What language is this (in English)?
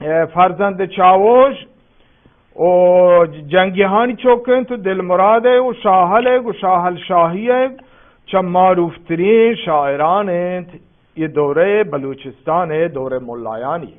Baluchi